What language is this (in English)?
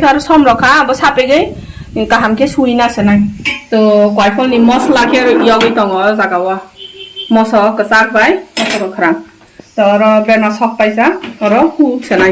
Kok Borok